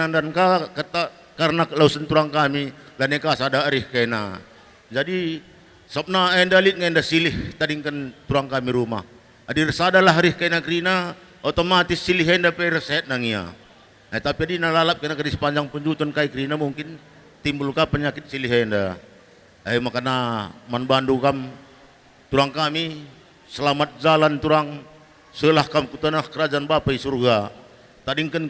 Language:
Batak Karo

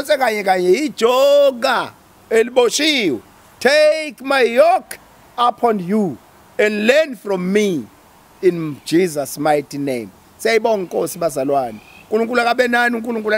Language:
Zulu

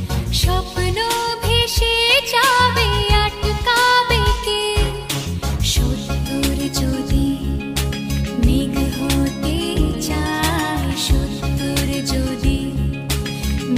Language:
Bangla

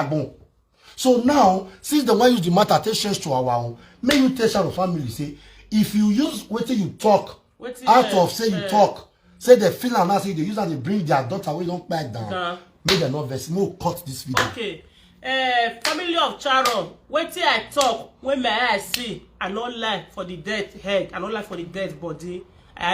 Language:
Nigerian Pidgin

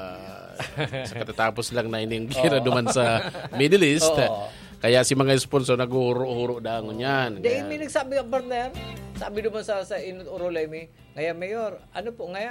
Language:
Bikol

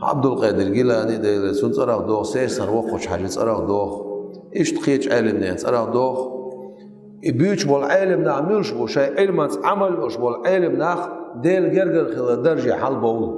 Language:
Chechen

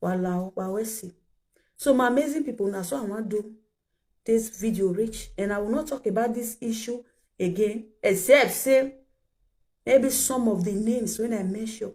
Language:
Nigerian Pidgin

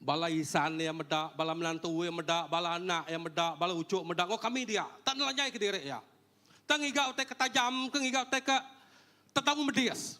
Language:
Iban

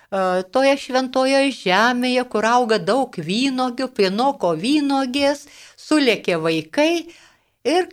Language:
Lithuanian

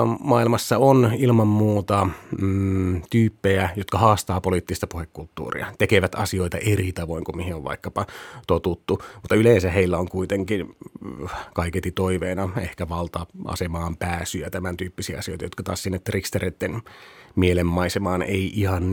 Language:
Finnish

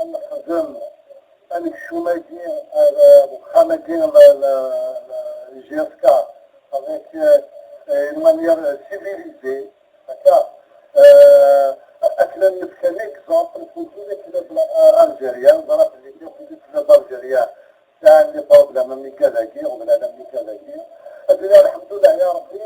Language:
Kabyle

